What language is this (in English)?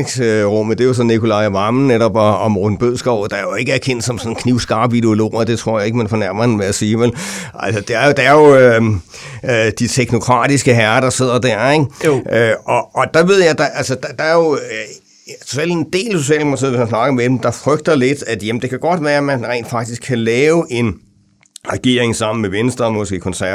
Danish